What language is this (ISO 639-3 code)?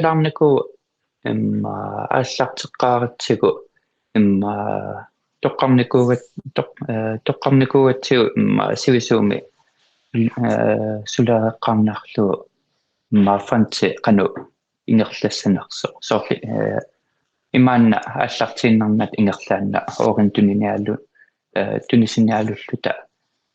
kal